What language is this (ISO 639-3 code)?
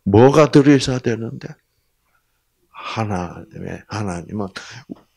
kor